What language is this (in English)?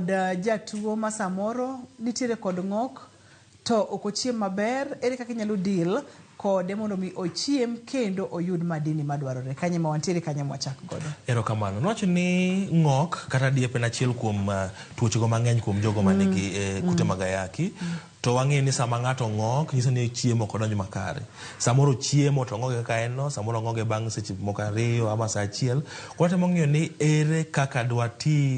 Luo (Kenya and Tanzania)